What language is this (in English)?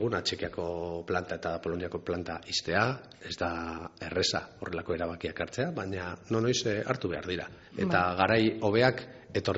Basque